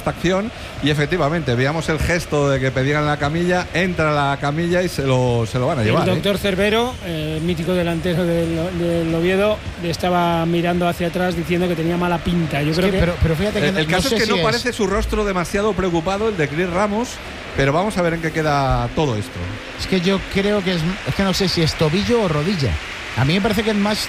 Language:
Spanish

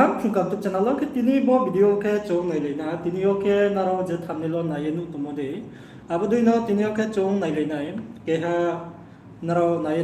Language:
Riang (India)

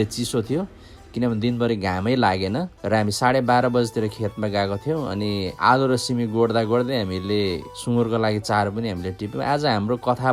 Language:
Nepali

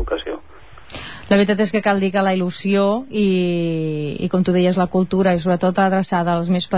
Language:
Catalan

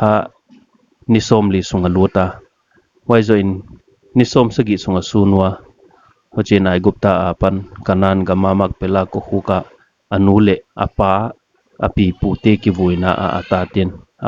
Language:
Paite Chin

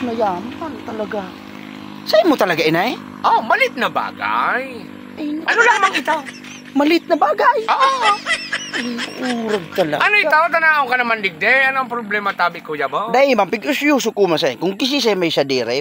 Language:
Bikol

